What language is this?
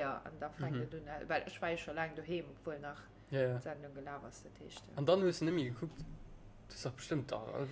Luxembourgish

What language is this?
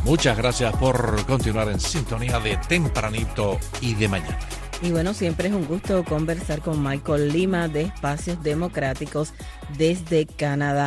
Spanish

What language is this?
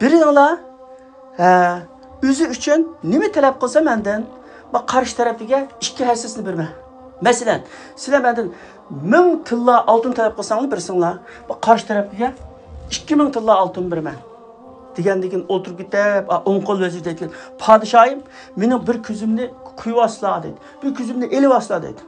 Uyghur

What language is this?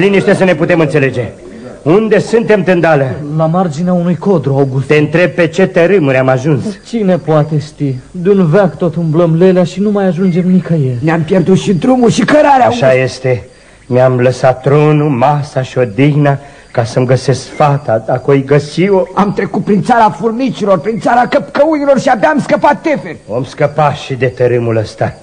Romanian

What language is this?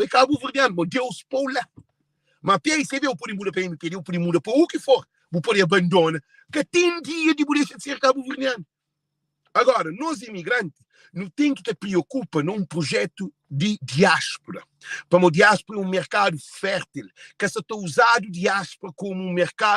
Kabuverdianu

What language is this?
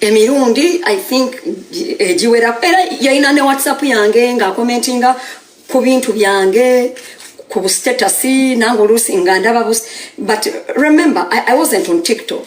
Ganda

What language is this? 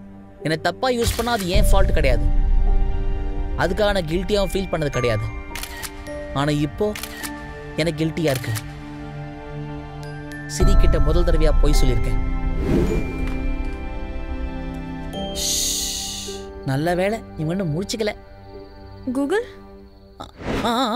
Tamil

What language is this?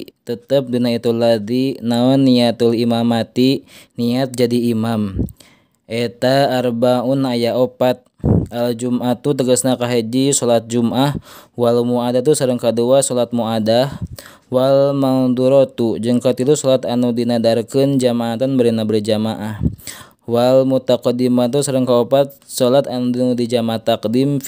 Sundanese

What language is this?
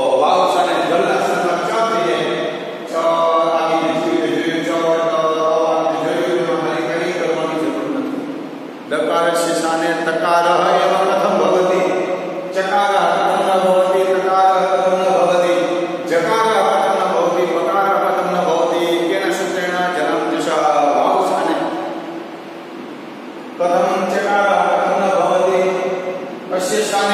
Gujarati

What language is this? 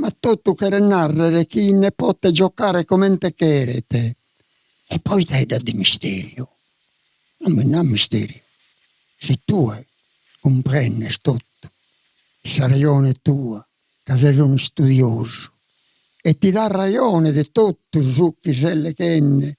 Sardinian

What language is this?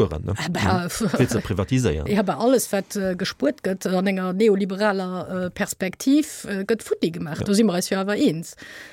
Luxembourgish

